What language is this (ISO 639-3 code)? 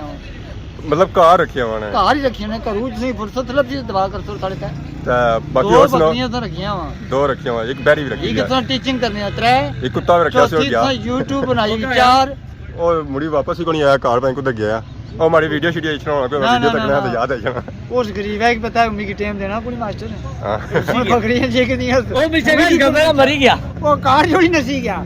phr